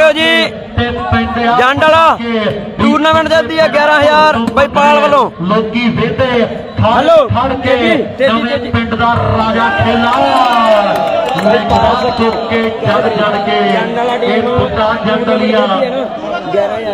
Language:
Punjabi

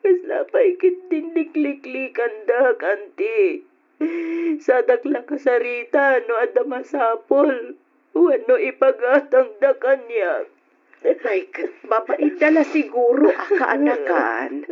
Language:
Iloko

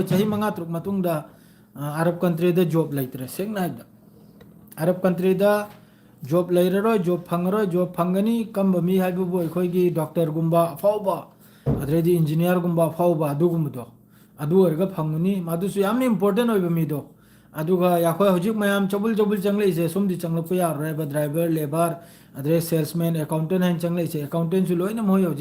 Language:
Manipuri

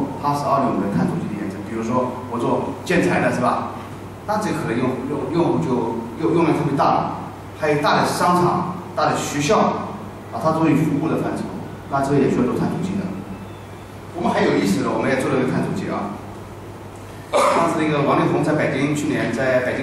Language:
Chinese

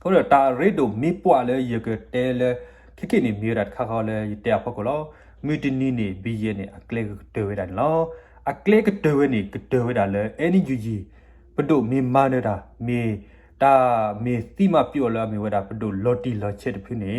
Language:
S'gaw Karen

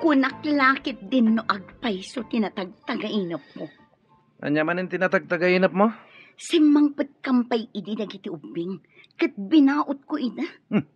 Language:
Iloko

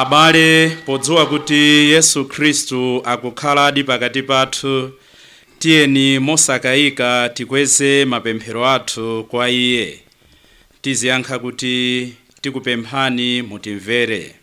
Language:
Nyanja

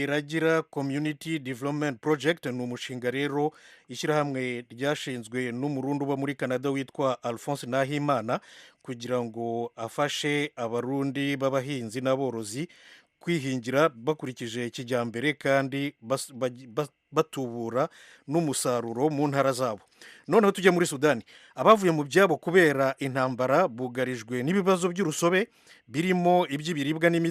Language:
Rundi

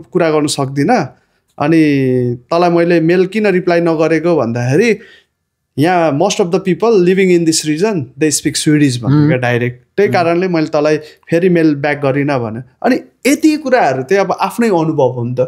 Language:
Nepali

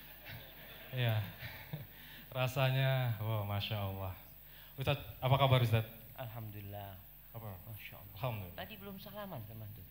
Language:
Indonesian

